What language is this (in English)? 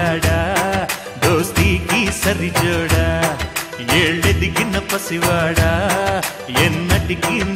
Telugu